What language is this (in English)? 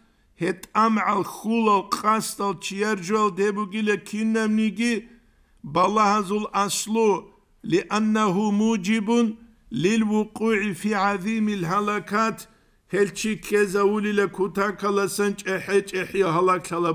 Avaric